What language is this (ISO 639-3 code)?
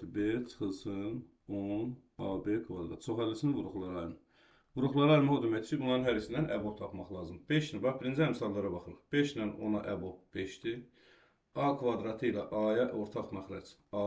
aze